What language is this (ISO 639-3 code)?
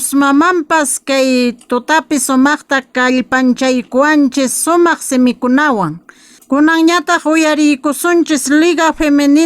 que